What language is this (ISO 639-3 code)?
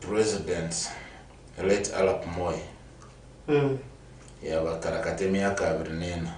nyn